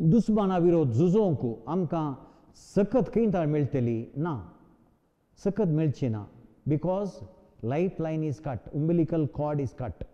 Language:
Konkani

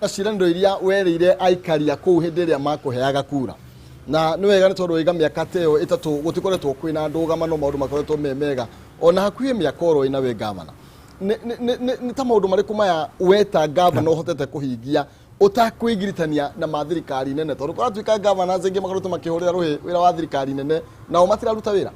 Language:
Kikuyu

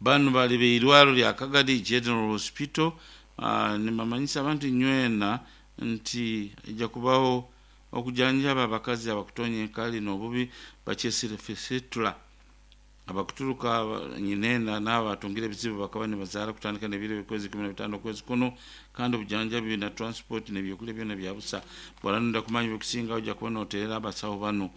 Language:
Nyoro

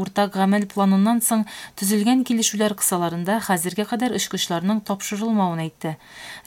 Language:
Tatar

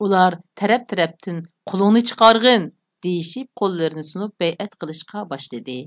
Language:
Uyghur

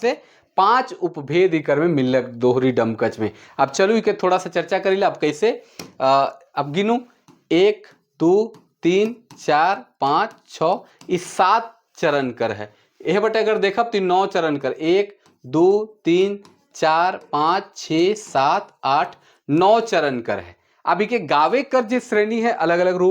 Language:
Sadri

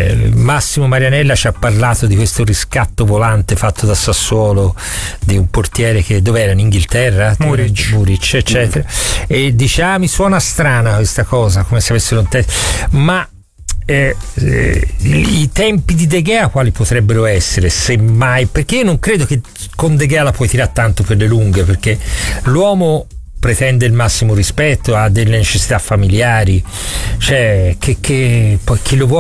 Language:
Italian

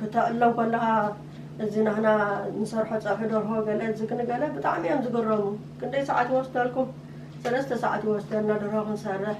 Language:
Tigrinya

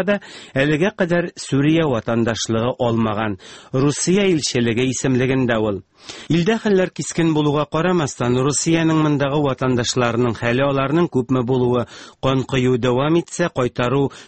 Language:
Tatar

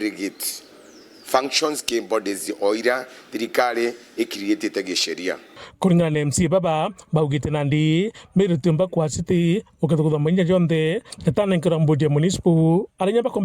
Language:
Meru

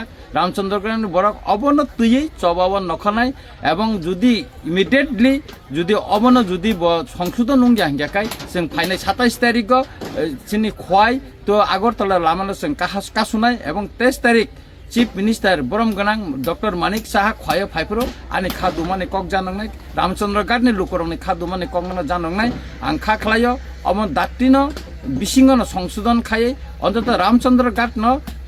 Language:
Kok Borok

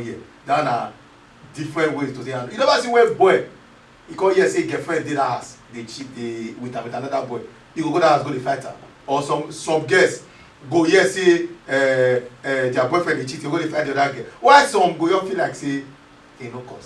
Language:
Nigerian Pidgin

